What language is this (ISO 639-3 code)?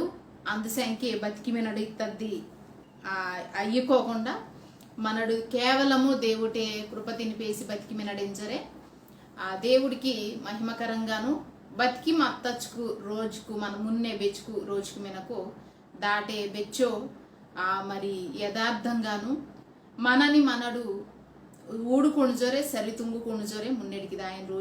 kff